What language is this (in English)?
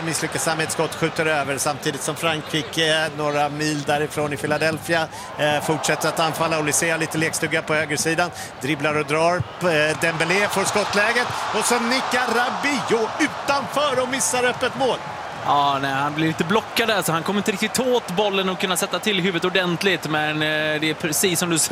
Swedish